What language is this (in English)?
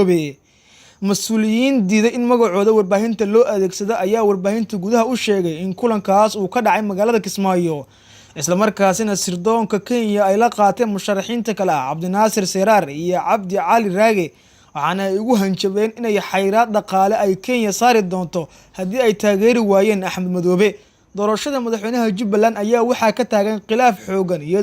Somali